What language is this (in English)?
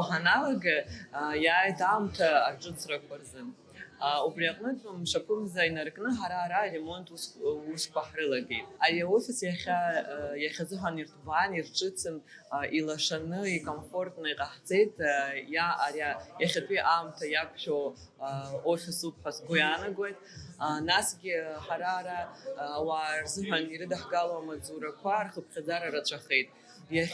Abkhazian